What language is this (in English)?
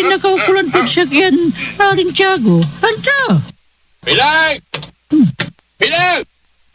Pangasinan